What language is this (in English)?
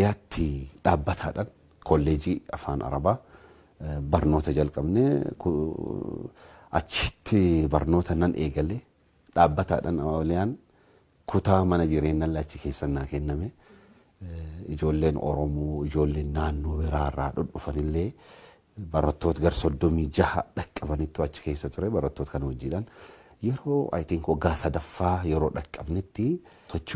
Oromo